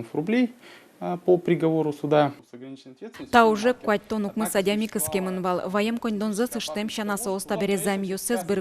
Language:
Udmurt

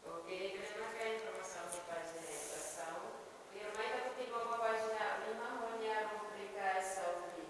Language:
Tetum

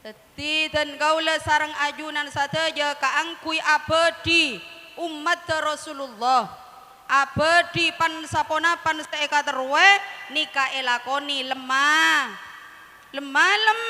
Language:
Madurese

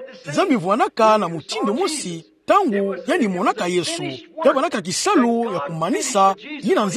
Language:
Kituba (Democratic Republic of Congo)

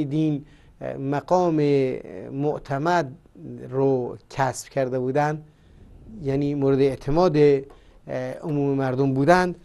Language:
Persian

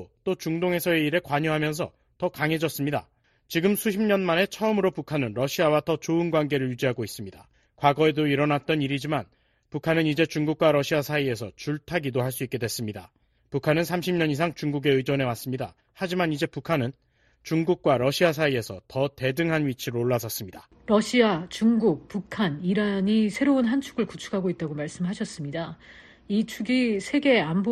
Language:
Korean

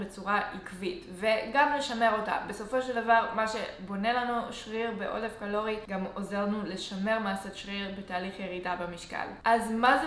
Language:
Hebrew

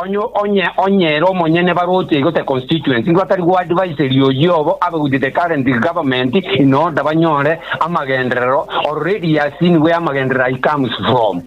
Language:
Gusii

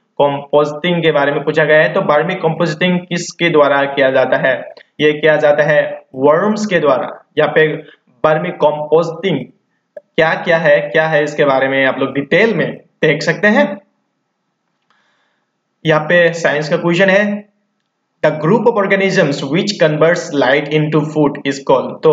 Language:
Hindi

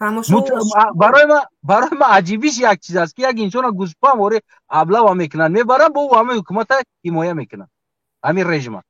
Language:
Tajik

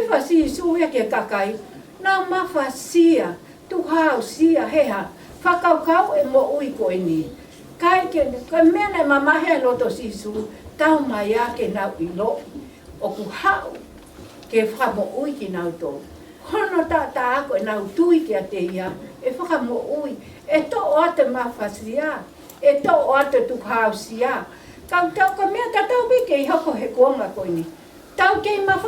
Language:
Tongan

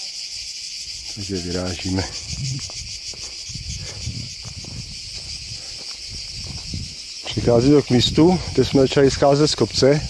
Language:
Czech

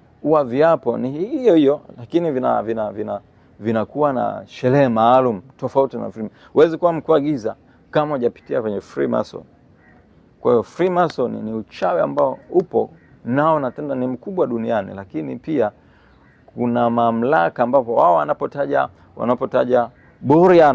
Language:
Swahili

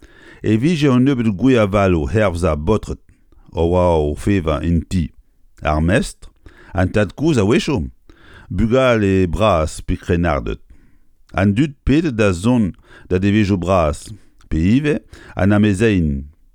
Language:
Breton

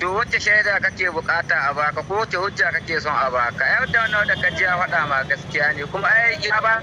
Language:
Hausa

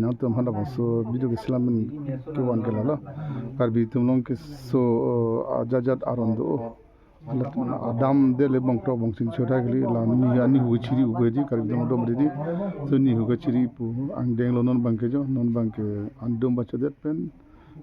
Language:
Karbi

